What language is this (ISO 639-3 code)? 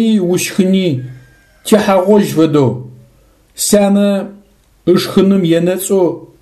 ady